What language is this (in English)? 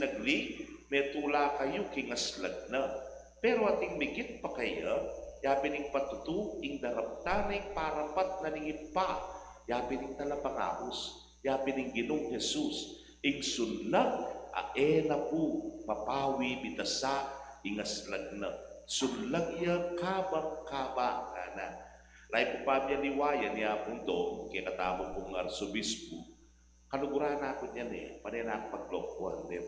Pampanga